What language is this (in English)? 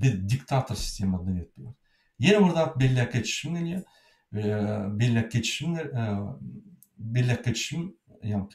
Turkmen